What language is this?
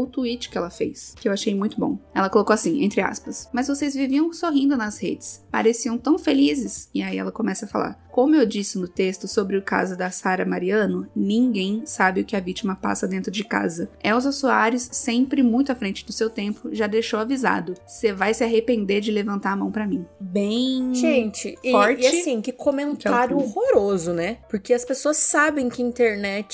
Portuguese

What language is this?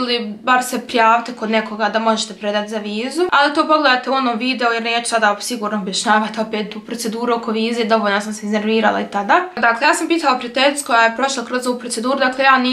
Croatian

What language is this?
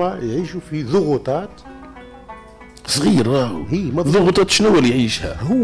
Tunisian Arabic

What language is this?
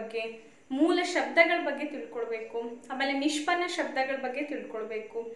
Kannada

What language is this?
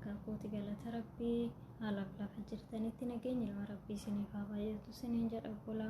Oromo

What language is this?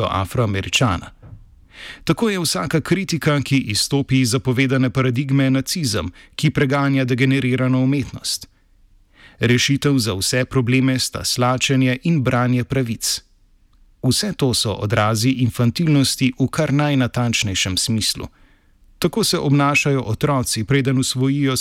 Slovenian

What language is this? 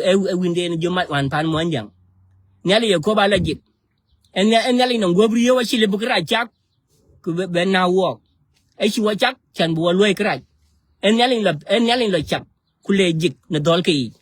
Nuer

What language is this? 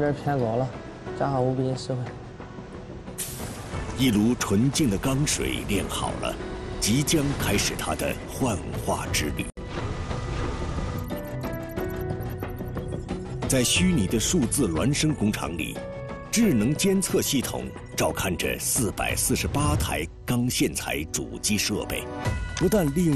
Chinese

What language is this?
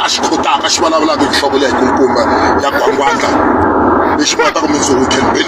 Tsonga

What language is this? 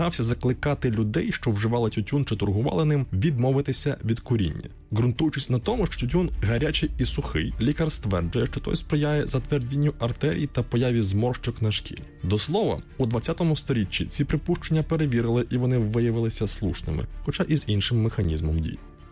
Ukrainian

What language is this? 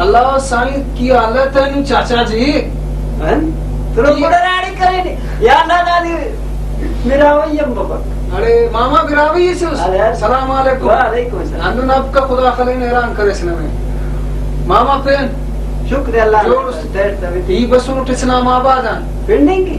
Brahui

